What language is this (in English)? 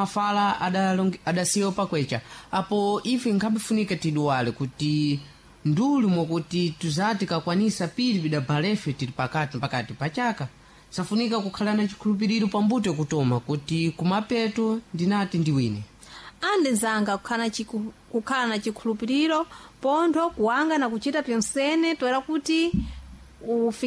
Sena